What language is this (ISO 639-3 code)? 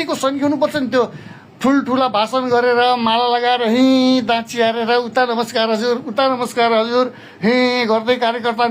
nep